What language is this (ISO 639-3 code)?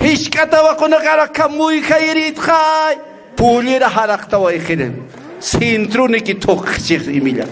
aym